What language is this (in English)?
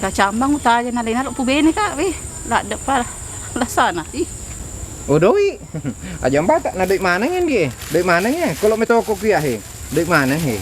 Buginese